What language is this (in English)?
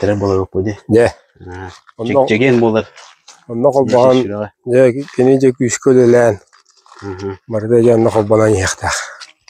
Yakut